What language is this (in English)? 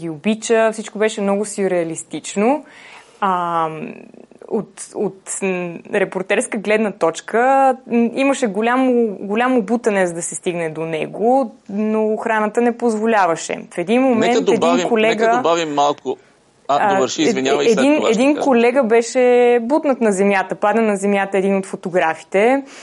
Bulgarian